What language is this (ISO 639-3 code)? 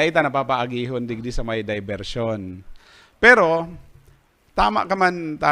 bik